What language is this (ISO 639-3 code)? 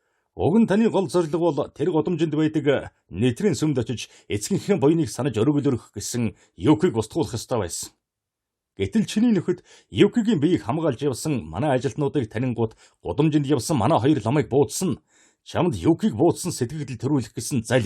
mon